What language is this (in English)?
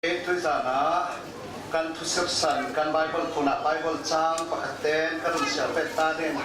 Falam Chin